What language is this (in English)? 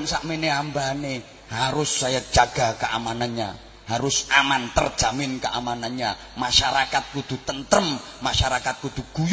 Javanese